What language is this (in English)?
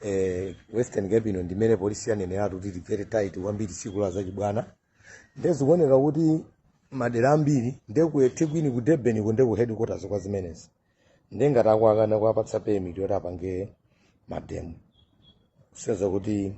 Nyanja